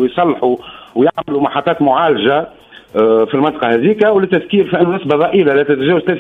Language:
Tunisian Arabic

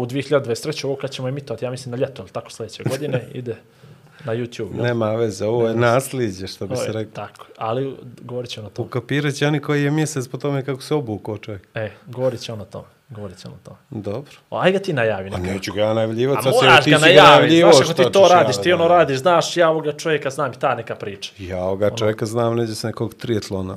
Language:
Bosnian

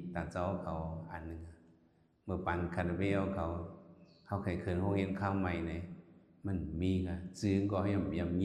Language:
Shan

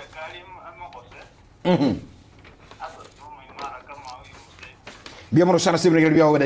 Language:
Gusii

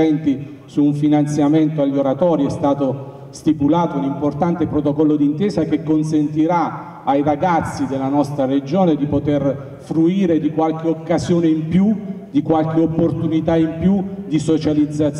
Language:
Italian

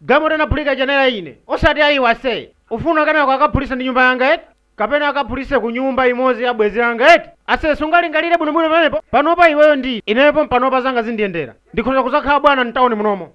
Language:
Nyanja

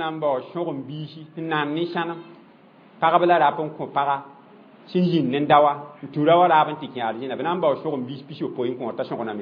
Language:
Mossi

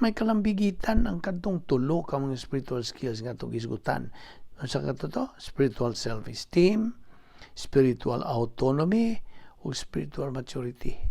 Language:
Cebuano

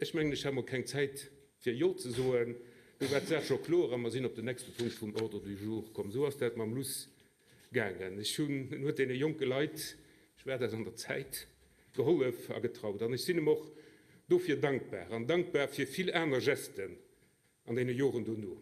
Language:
Luxembourgish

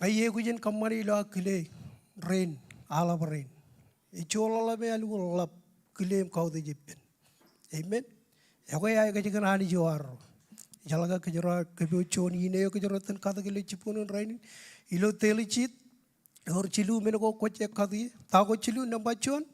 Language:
Marshallese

